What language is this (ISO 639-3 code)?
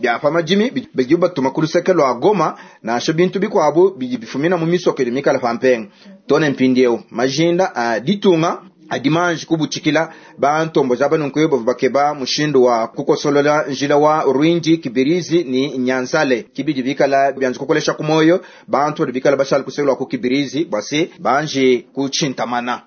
lua